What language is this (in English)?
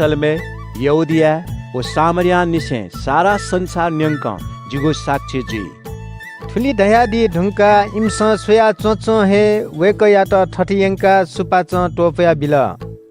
Newari